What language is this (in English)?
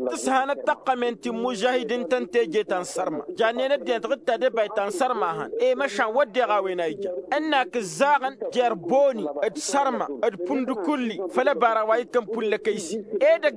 Tamasheq